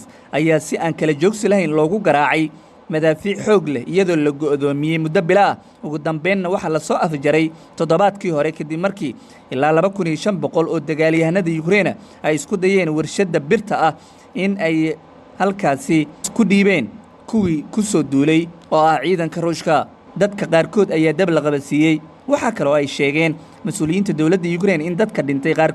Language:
Somali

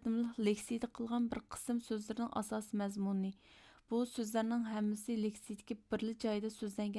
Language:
Uyghur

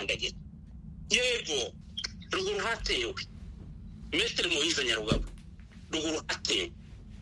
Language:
Kinyarwanda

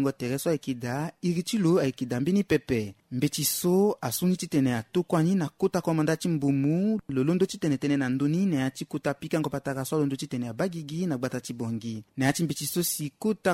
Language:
Sango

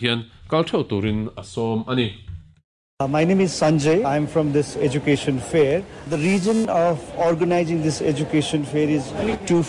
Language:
Mizo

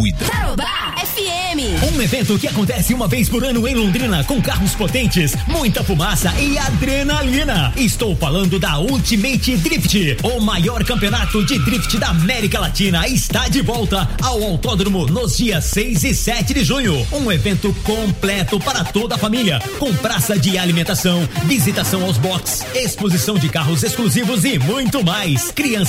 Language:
Portuguese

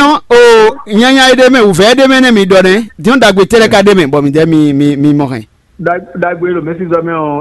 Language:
Fon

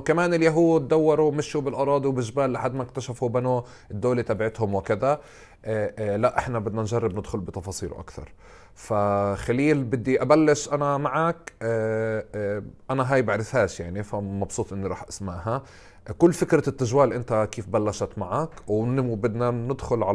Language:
North Levantine Arabic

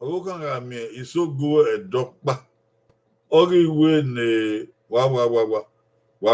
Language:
Bini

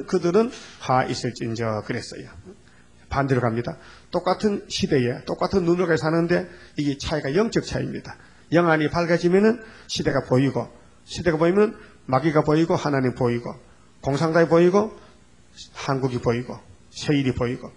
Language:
Korean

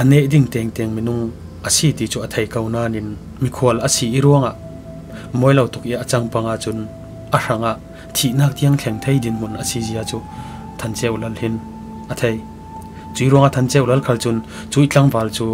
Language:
Falam Chin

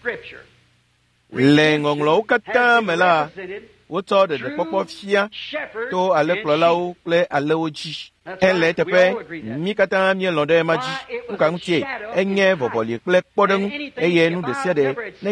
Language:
Ewe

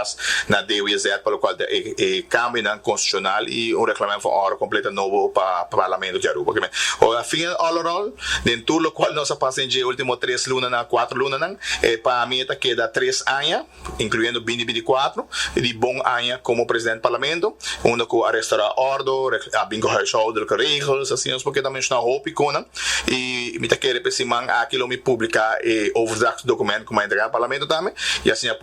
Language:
Papiamento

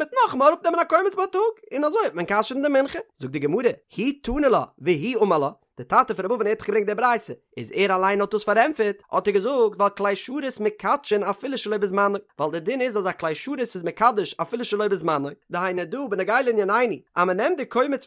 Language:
Yiddish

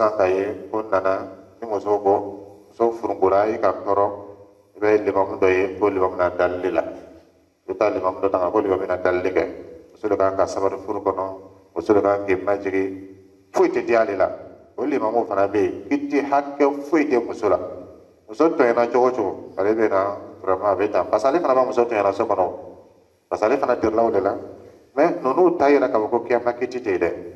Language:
Dyula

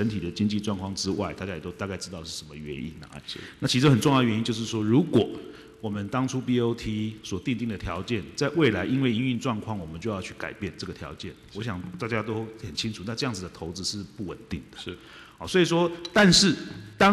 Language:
Chinese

